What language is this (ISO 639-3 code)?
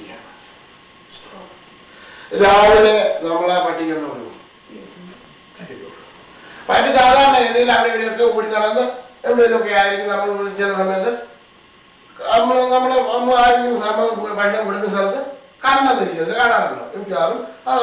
mal